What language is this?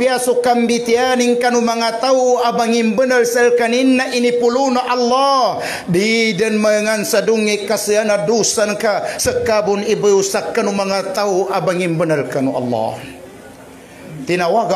Maguindanaon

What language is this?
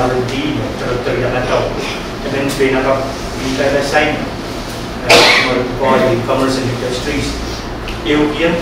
Pohnpeian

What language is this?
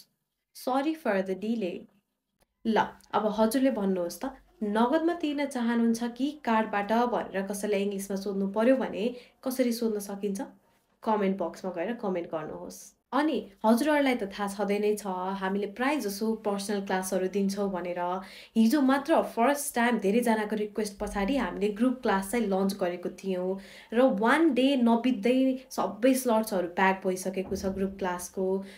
Nepali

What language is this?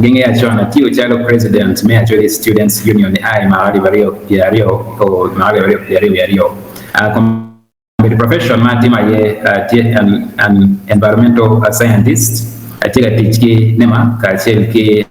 Acoli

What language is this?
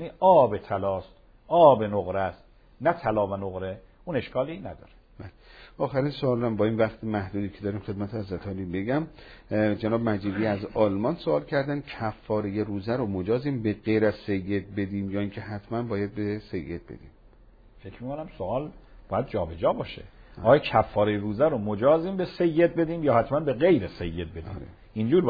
Persian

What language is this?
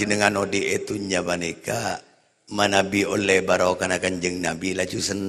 Madurese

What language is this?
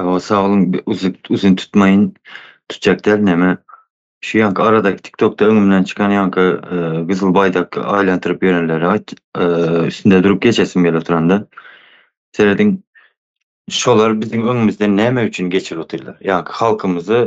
Turkmen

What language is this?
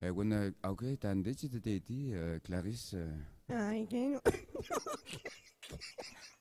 Breton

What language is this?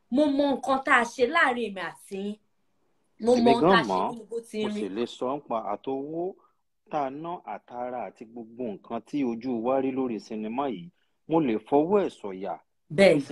Yoruba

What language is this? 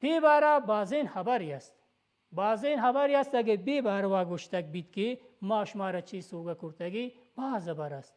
Baluchi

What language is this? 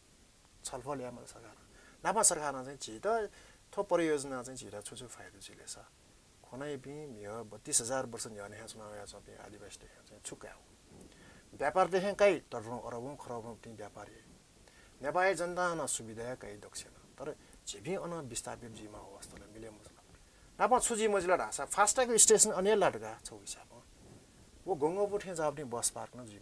Newari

